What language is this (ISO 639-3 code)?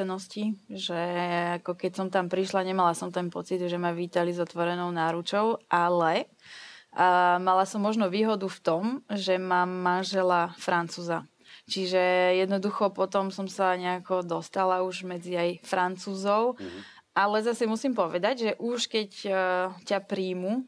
slk